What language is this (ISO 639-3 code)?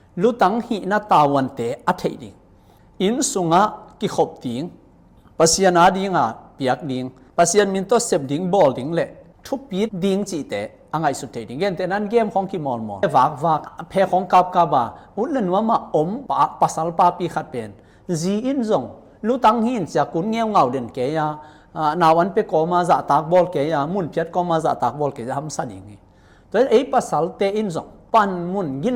ctd